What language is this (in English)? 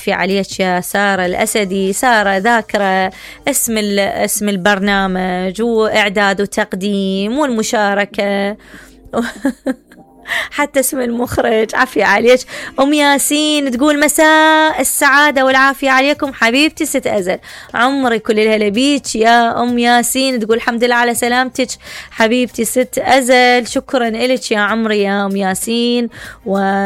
Mesopotamian Arabic